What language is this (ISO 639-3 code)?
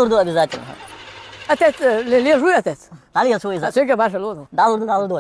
che